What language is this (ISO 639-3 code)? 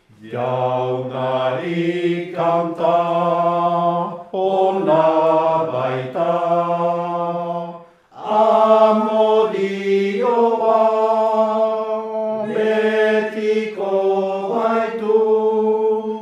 eus